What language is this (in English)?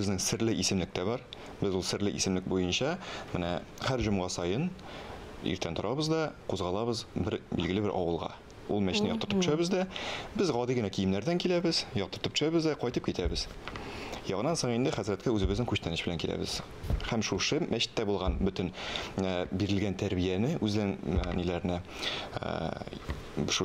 Tatar